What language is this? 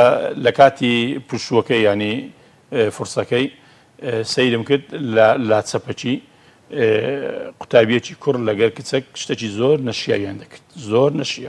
Central Kurdish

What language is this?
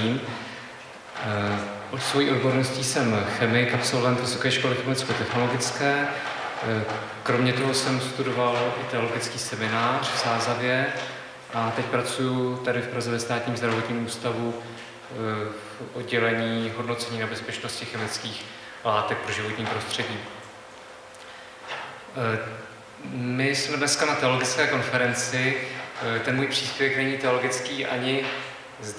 Czech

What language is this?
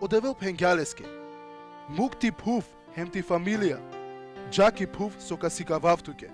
Balkan Romani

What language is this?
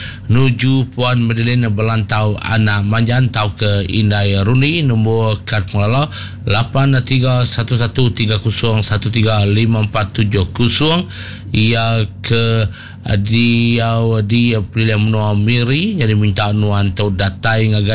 Iban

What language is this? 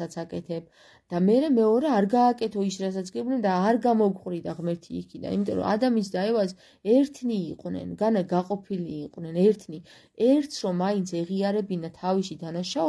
Georgian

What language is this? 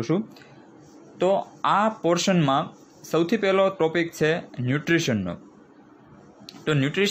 Gujarati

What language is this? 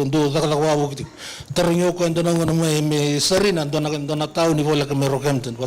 Fijian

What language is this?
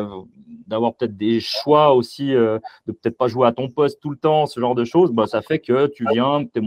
French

